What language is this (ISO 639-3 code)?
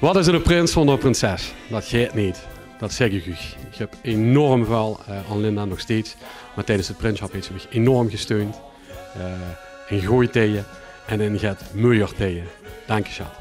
lim